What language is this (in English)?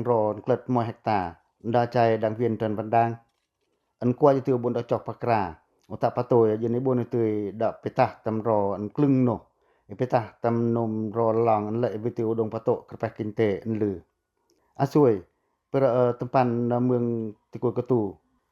Pacoh